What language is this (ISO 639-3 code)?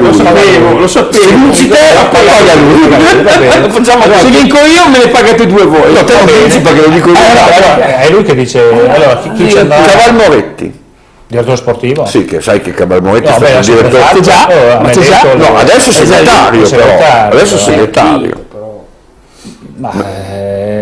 ita